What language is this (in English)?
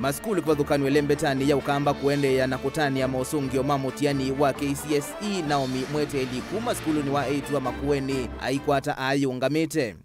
Kamba